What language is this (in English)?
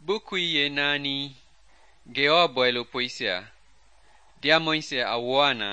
Mende